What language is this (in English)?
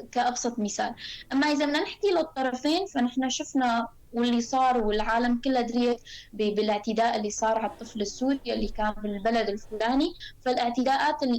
North Levantine Arabic